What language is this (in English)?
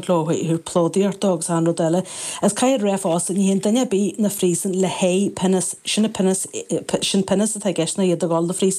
Irish